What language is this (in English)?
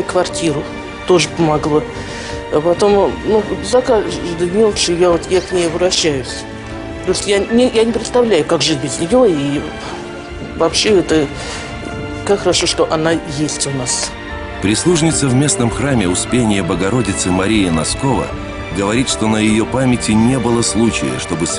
Russian